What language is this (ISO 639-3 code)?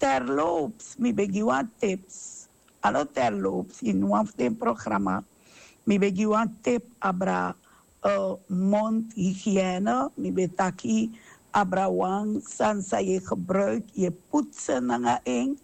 srn